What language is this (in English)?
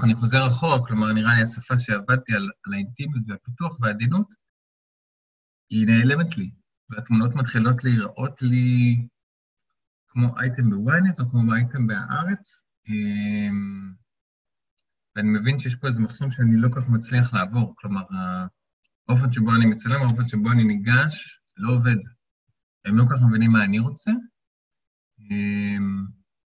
Hebrew